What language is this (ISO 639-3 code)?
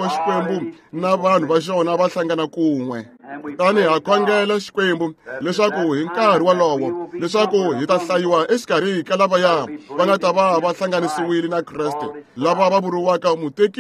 tso